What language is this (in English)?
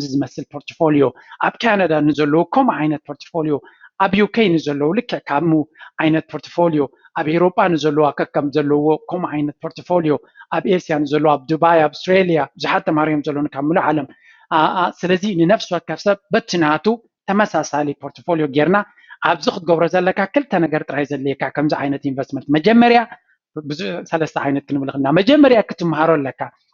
Tigrinya